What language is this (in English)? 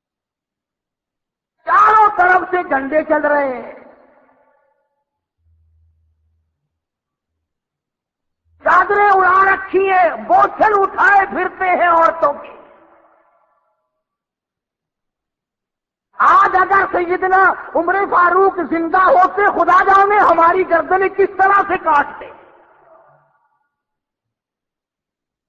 Urdu